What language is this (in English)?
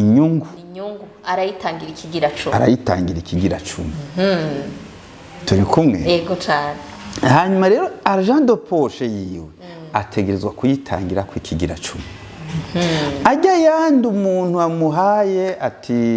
Rundi